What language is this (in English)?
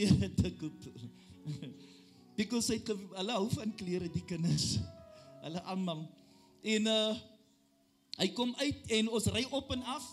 Afrikaans